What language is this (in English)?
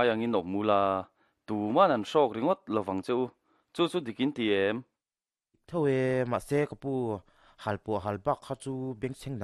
Mizo